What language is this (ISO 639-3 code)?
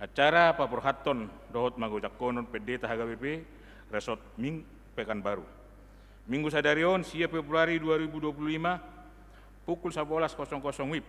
bbc